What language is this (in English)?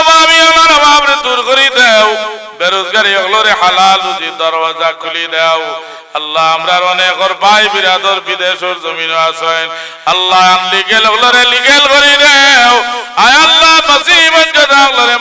Sylheti